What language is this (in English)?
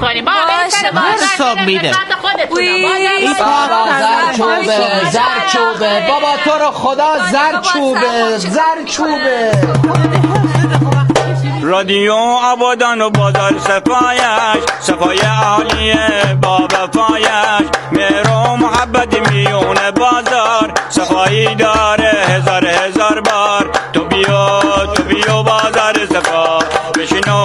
Persian